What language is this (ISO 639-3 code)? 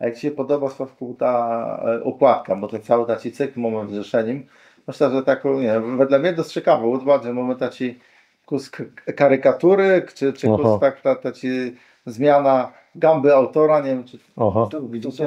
csb